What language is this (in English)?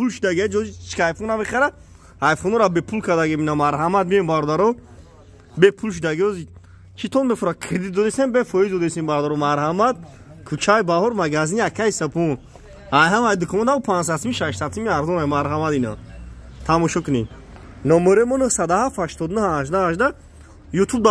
Tajik